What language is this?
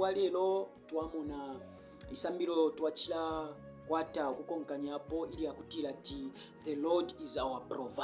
Bemba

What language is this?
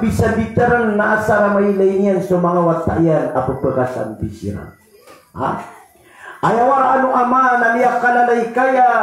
Maranao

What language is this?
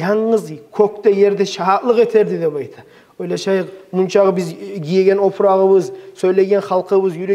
Kumyk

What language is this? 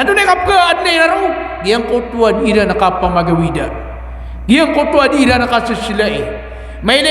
Maranao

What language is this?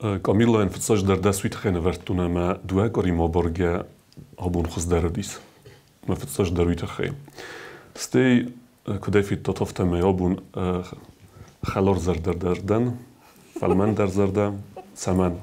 Ossetic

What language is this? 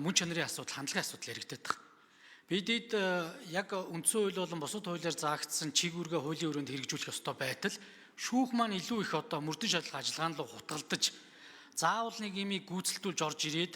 Mongolian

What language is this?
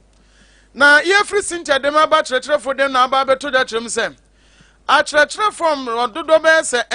Akan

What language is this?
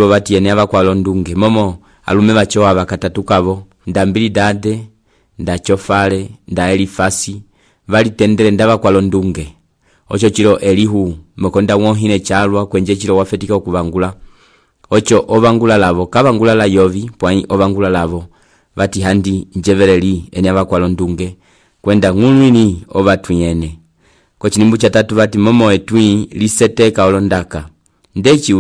Umbundu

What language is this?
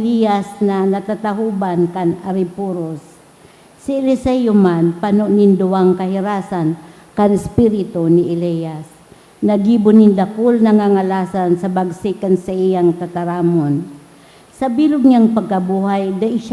Bikol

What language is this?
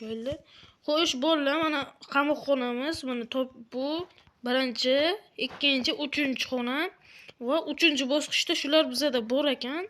Uzbek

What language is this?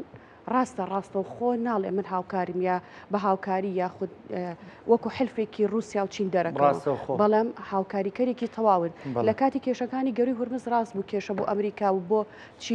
Central Kurdish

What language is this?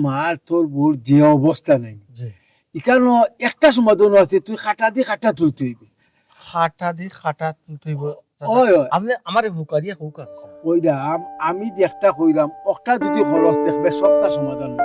Sylheti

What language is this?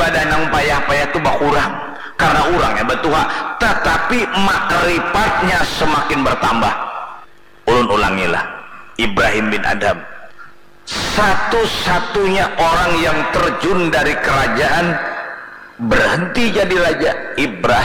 Banjar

